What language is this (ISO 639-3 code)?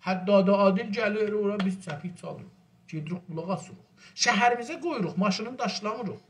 azb